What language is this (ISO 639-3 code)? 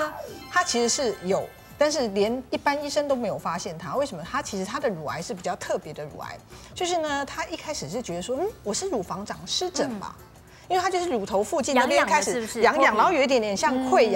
zho